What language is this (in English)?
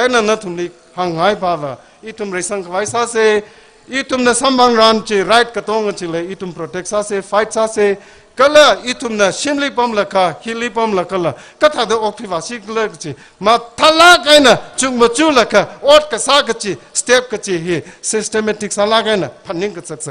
Tangkhul Naga (India)